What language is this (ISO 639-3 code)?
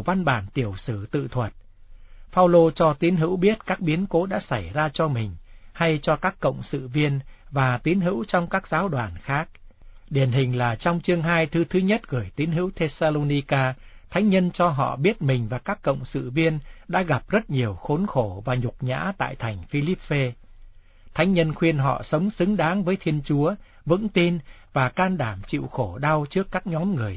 vie